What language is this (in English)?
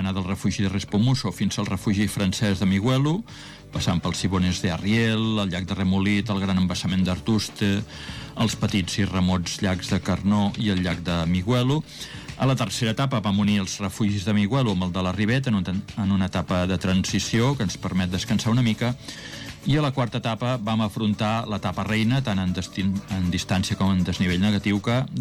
Catalan